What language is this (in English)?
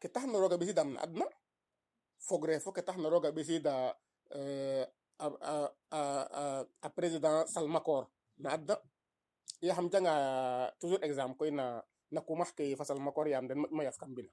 Serer